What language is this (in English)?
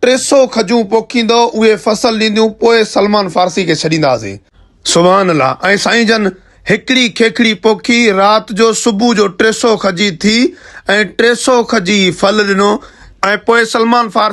Sindhi